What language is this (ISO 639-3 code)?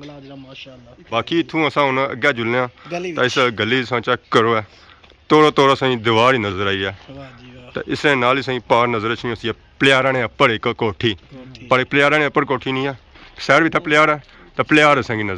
phr